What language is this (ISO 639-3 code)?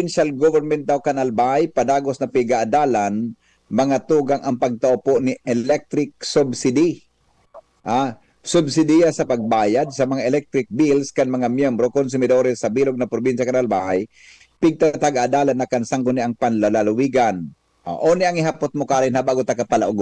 bik